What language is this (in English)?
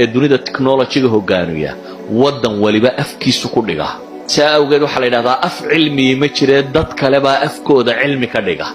Somali